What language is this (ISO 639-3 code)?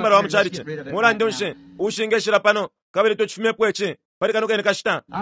bem